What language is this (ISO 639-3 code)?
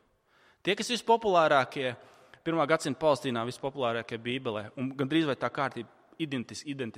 lav